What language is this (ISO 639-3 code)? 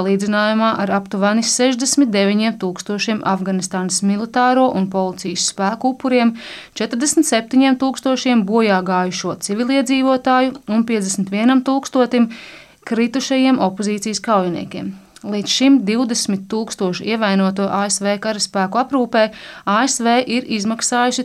lav